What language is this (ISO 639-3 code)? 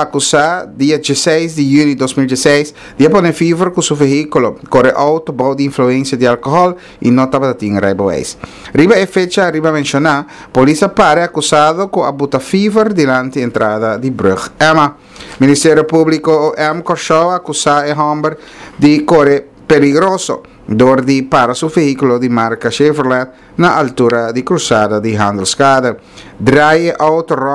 pap